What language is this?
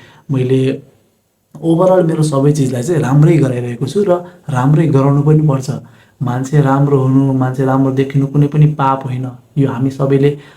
Nepali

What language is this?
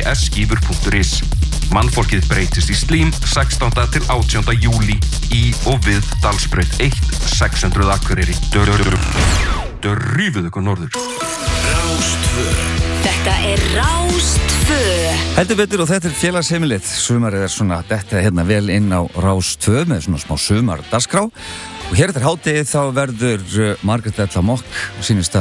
Icelandic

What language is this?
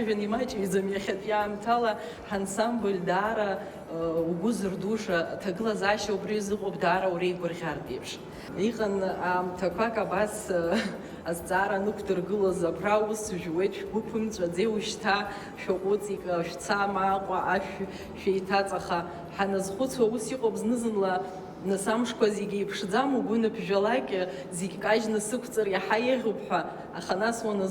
Abkhazian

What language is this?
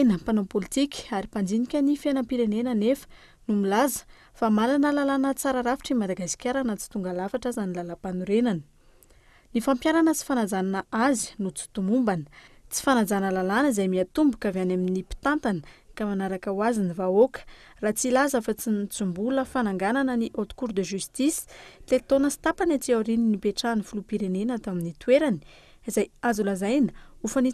Malagasy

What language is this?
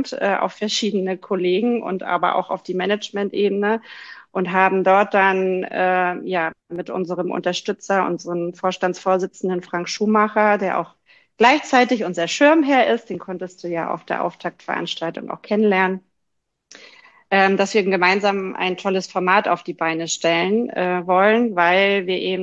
German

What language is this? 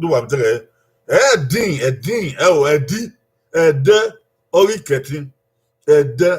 Bini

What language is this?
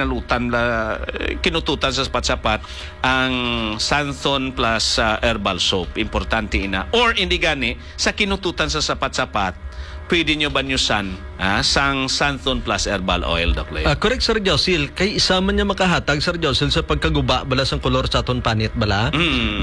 Hiligaynon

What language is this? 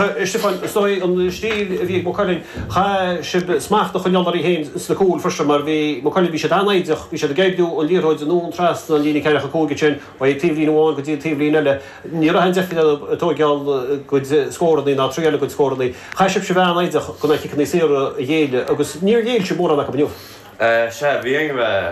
Irish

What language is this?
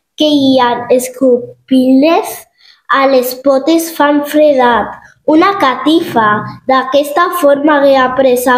Catalan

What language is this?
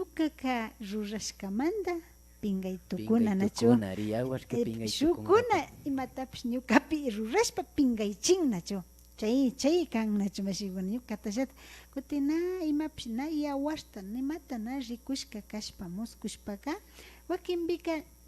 Imbabura Highland Quichua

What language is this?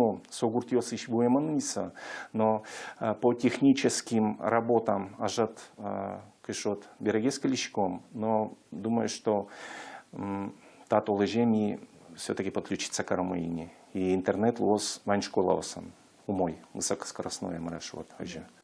Udmurt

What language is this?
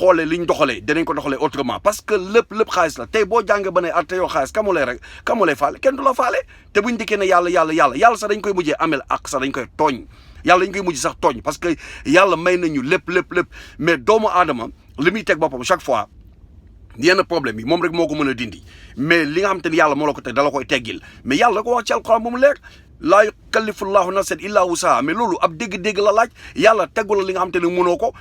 Wolof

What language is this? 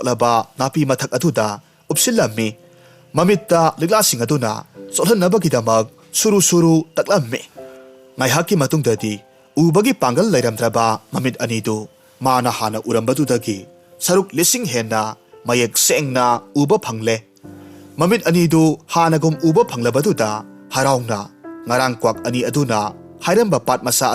Manipuri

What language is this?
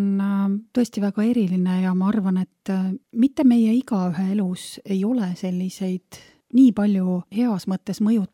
Estonian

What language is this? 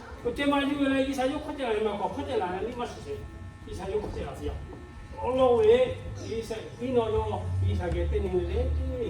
Lahu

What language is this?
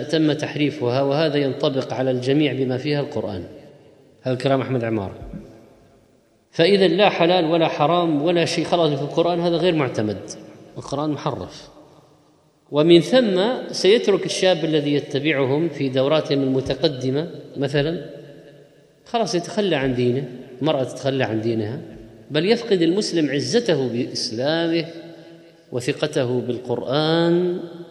Arabic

